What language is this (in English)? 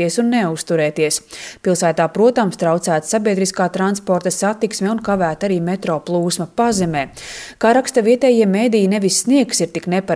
Latvian